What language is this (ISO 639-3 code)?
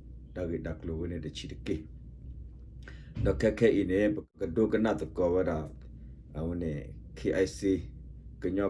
ksw